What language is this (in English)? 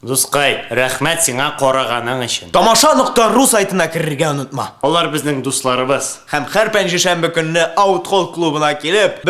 Tatar